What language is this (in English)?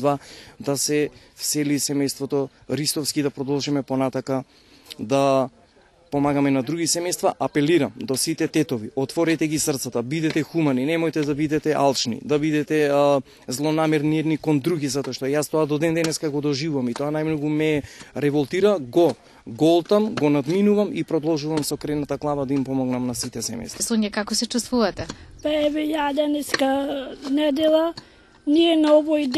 Macedonian